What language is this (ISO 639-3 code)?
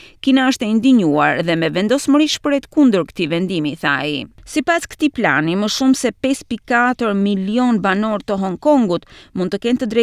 sqi